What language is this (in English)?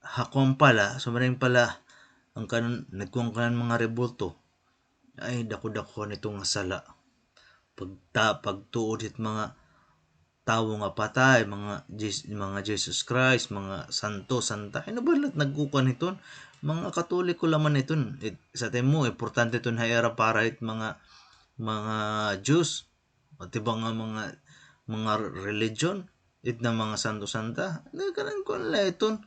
Waray